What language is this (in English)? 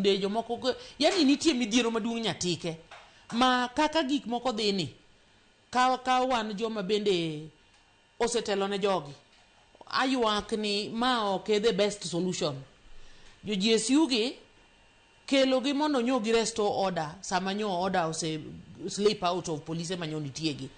Luo (Kenya and Tanzania)